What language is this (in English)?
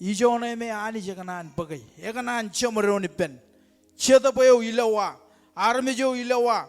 Marshallese